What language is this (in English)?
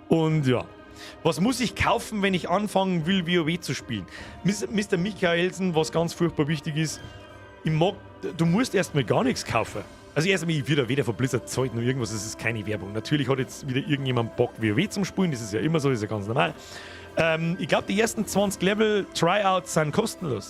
Bavarian